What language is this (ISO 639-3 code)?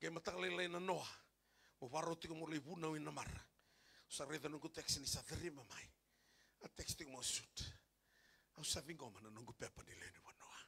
fij